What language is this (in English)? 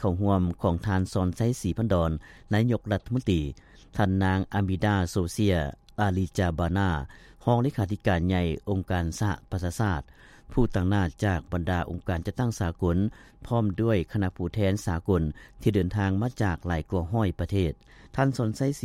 Lao